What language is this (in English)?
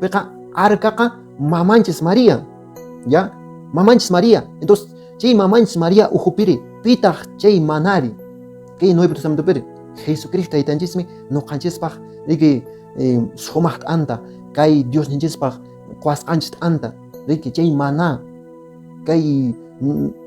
Quechua